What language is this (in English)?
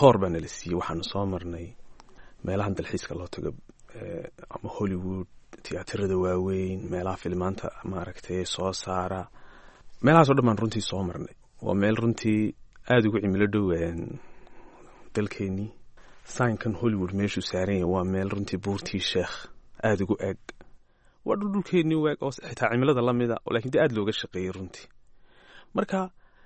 Somali